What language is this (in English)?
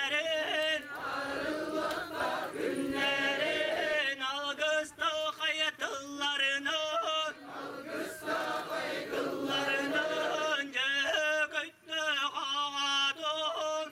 Yakut